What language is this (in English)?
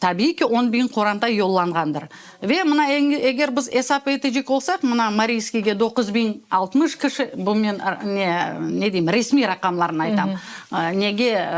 Crimean Tatar